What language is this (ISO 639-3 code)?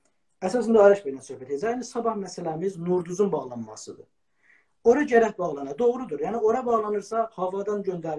azb